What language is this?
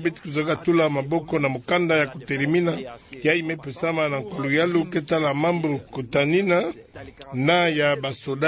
Kituba (Democratic Republic of Congo)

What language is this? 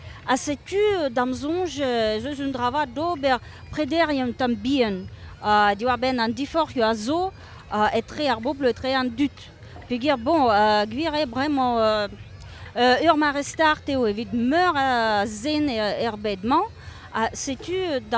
Breton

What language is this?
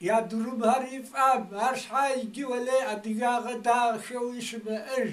Kabardian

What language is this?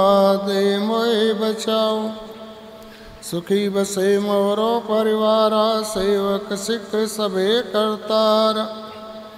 Punjabi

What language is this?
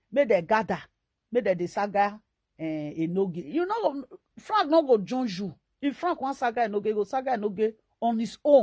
Nigerian Pidgin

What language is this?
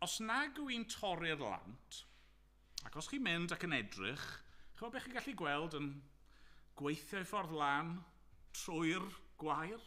Welsh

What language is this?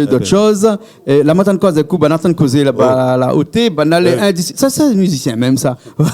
Réunion Creole French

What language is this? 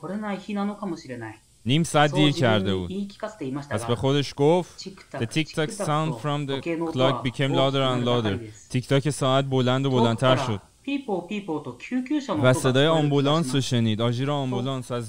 Persian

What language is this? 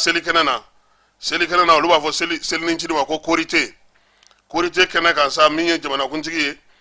Bambara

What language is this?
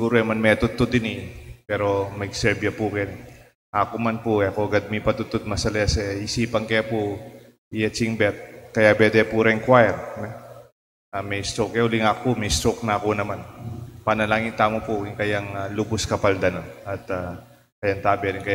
Pampanga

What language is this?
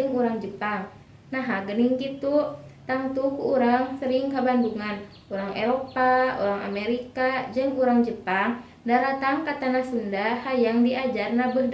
Sundanese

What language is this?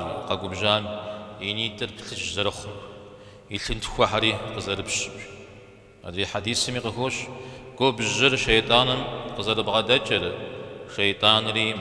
Kabardian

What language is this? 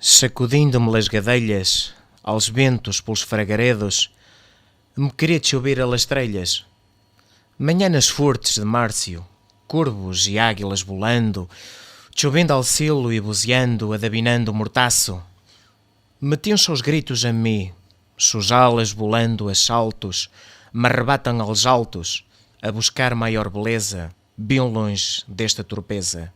Mirandese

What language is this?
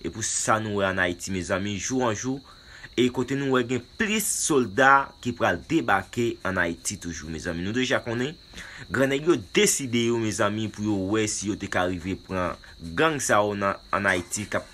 Haitian Creole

